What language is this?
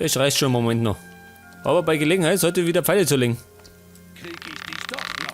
Bavarian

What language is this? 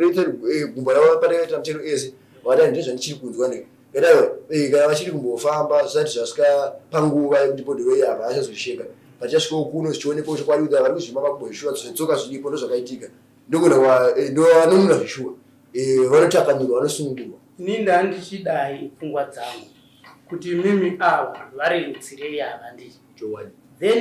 Shona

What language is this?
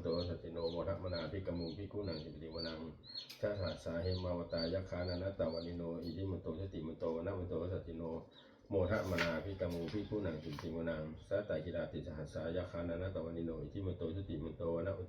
Pali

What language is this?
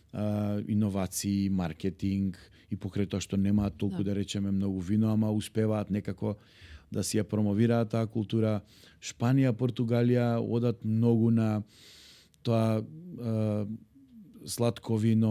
Macedonian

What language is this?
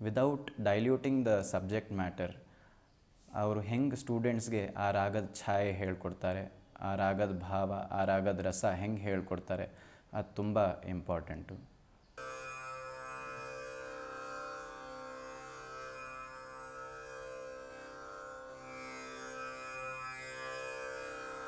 Kannada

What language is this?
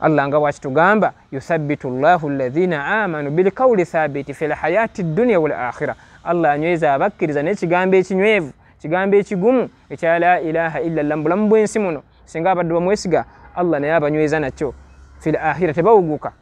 Ganda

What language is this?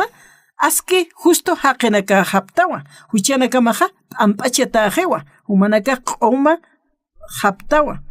Aymara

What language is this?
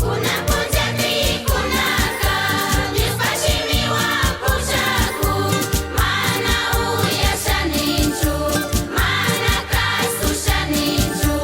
Chimborazo Highland Quichua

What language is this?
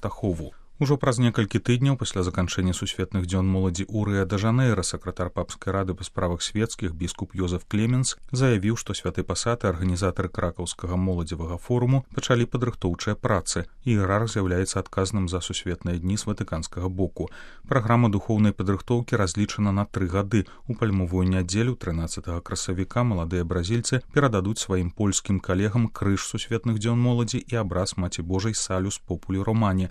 Belarusian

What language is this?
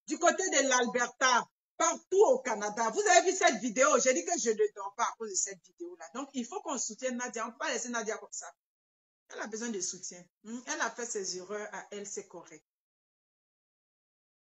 French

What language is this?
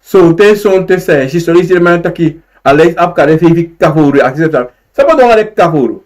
Sranan Tongo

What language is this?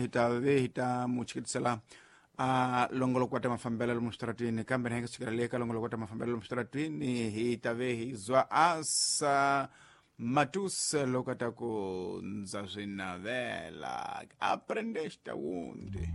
Tsonga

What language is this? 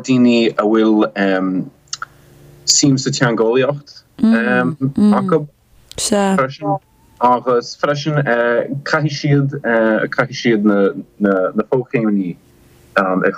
Irish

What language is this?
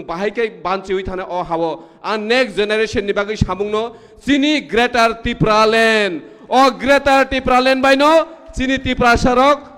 Kok Borok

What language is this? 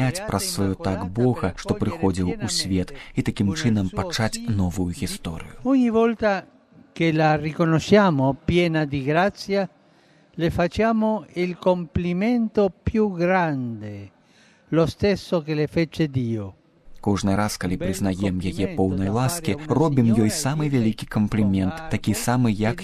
Belarusian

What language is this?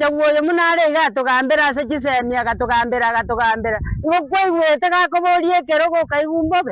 Gusii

